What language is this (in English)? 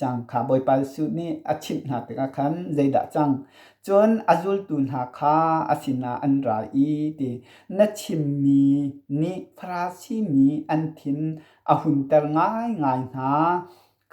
Hakha Chin